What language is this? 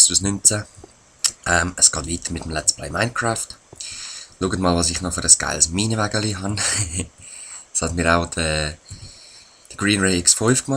Swiss German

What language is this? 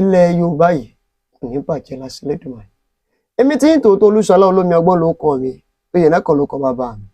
Yoruba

